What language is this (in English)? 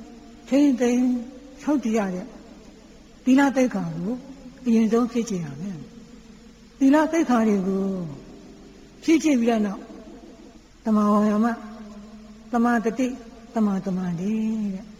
Burmese